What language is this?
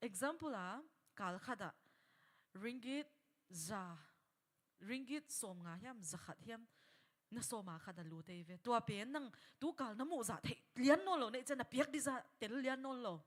Tedim Chin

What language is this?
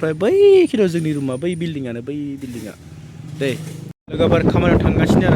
Bodo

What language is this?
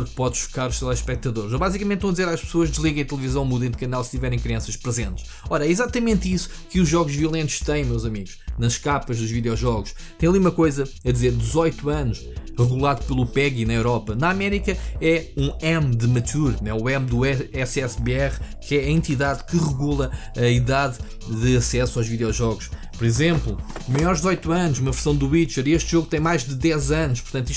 Portuguese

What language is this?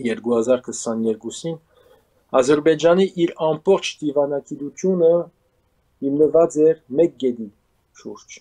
Armenian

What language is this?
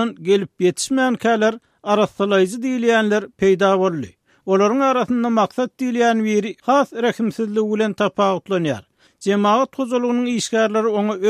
Turkmen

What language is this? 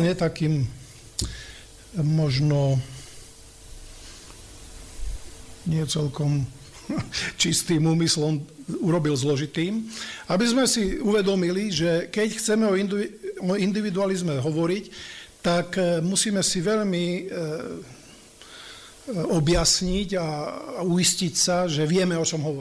Slovak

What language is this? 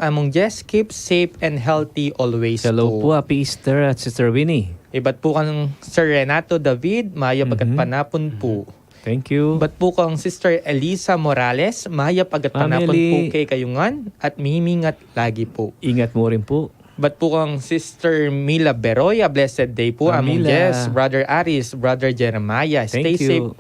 Pampanga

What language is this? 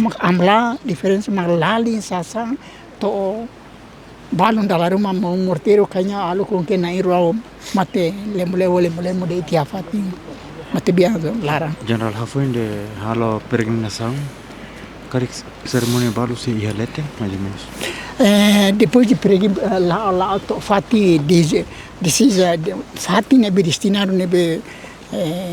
Tetum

